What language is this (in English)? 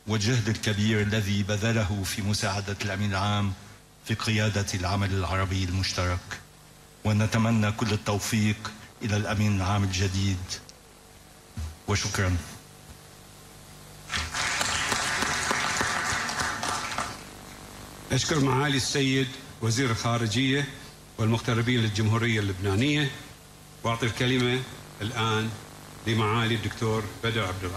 Arabic